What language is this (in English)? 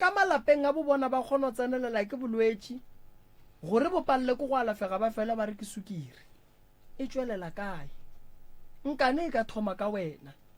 Northern Sotho